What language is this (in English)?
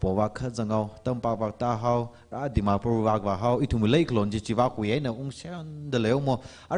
Tangkhul Naga (India)